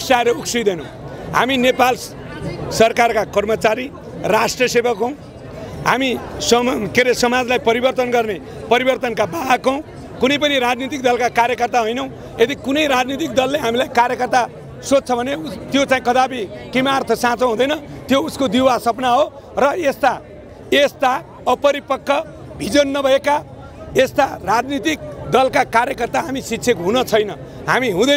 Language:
Nepali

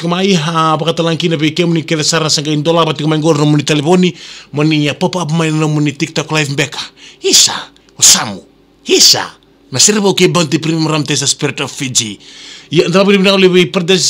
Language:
Fijian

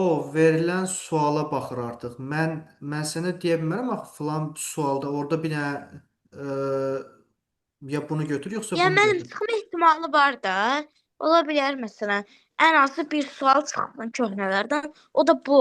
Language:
Azerbaijani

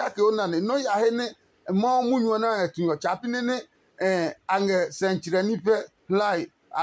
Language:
Adangme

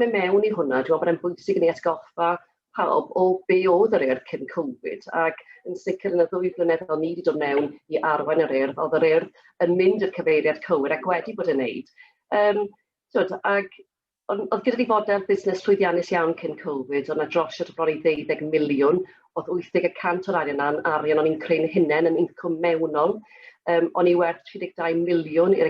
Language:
Welsh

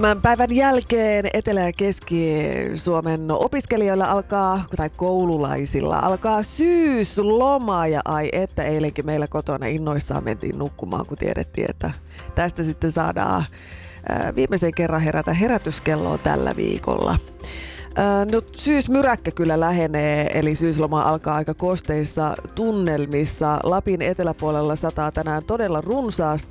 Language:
Finnish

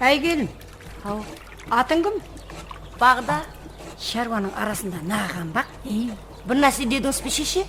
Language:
Kara-Kalpak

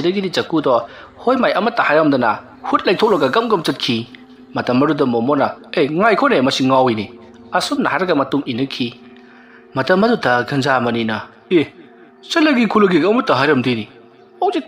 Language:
Manipuri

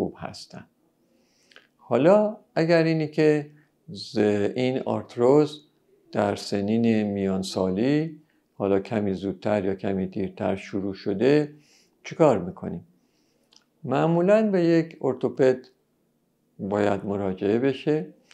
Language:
Persian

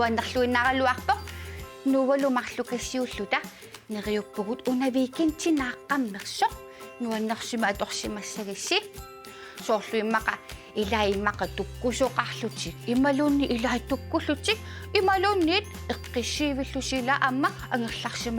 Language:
Kalaallisut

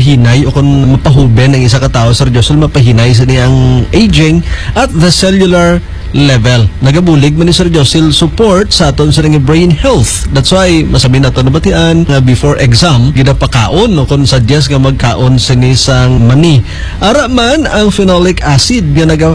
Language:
Hiligaynon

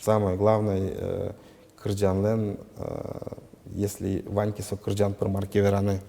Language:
Udmurt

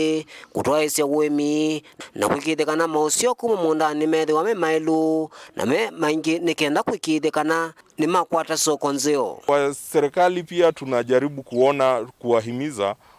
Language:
Kamba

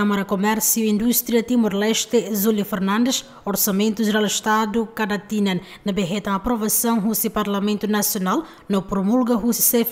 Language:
Tetum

